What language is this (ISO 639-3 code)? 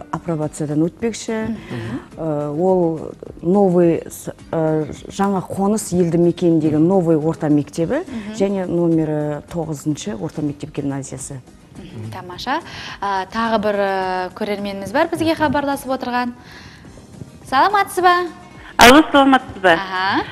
kaz